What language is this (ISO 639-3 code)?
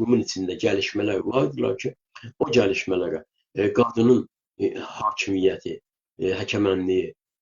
azb